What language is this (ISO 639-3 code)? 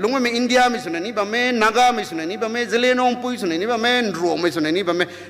nbu